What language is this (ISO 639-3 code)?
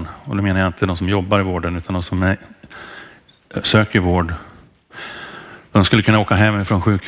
swe